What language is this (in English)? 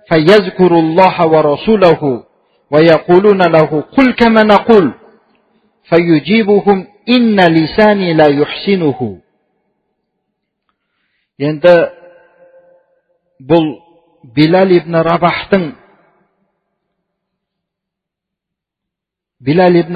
Kazakh